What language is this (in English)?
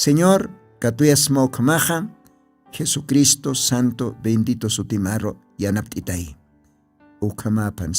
Aymara